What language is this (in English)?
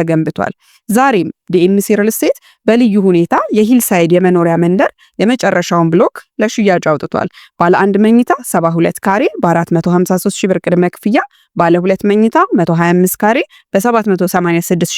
Amharic